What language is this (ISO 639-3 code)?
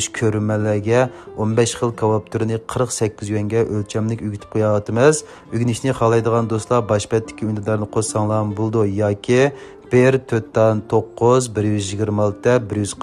uig